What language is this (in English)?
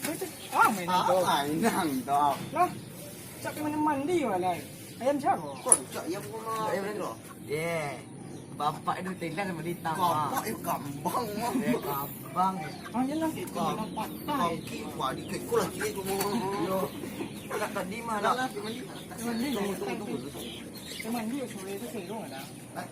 Minangkabau